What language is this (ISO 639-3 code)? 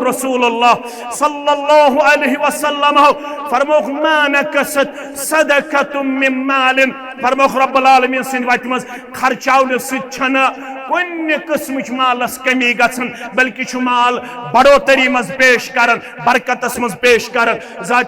kas